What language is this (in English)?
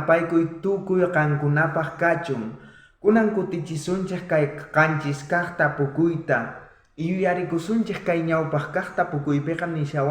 South Bolivian Quechua